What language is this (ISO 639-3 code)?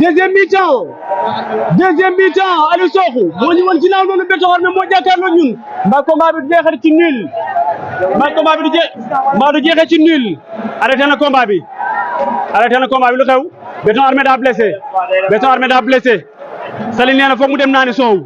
wol